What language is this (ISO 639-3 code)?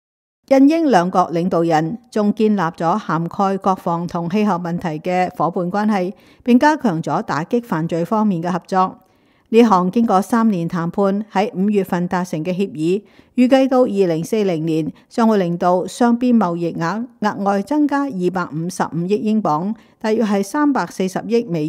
yue